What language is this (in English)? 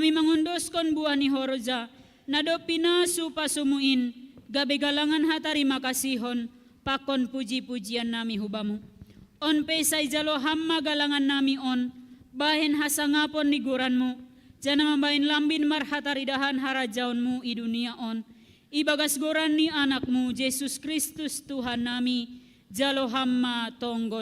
Batak Simalungun